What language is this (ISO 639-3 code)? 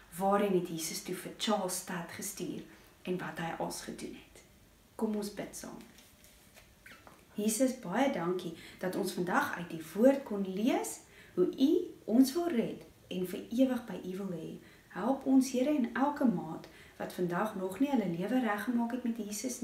afr